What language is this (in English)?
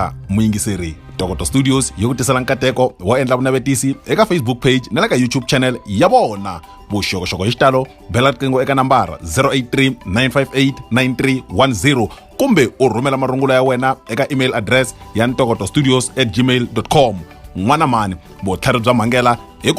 Tsonga